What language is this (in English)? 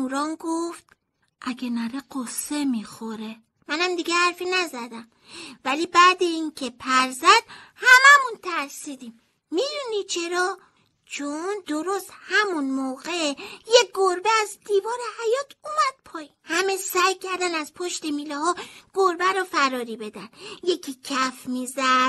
Persian